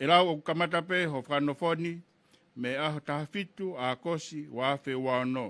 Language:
Tongan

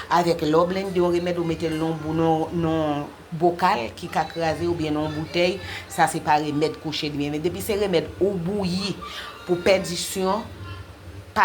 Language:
Haitian Creole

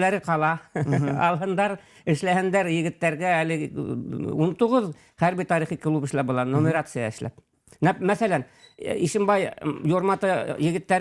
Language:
Bashkir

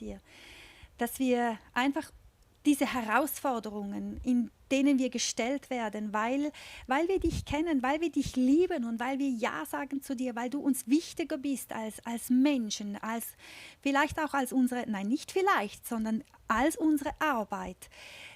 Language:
Swiss German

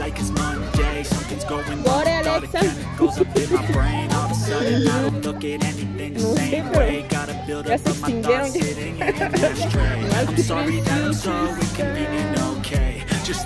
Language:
Spanish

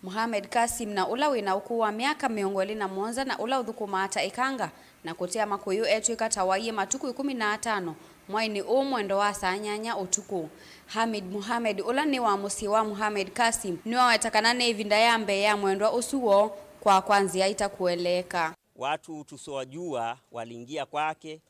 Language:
Kamba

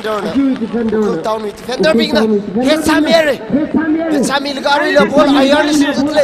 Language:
Tangkhul Naga (India)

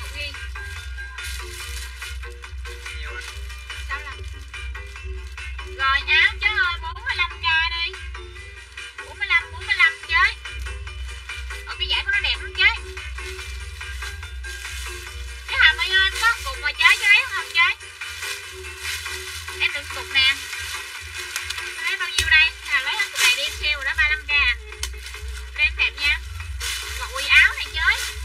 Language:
Vietnamese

